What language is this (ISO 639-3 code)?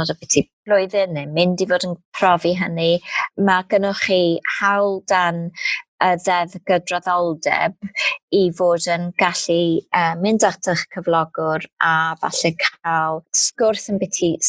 cym